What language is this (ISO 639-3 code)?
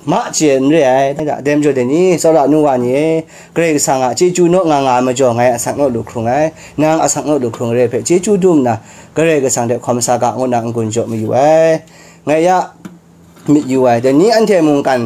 kac